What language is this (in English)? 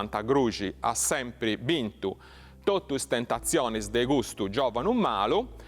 Sardinian